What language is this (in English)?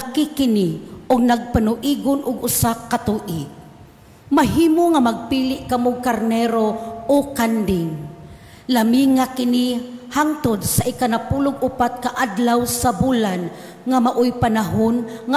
Cebuano